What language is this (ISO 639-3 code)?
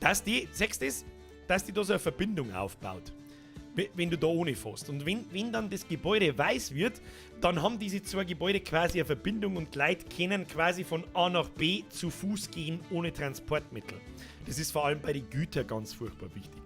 bar